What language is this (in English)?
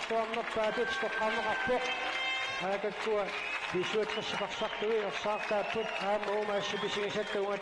Kalaallisut